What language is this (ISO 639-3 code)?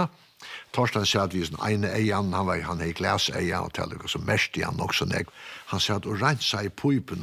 fao